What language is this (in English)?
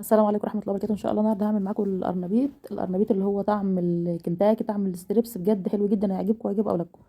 Egyptian Arabic